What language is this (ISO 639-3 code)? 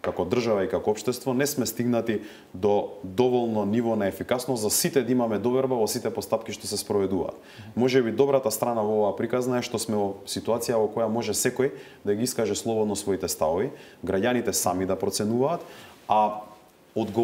mkd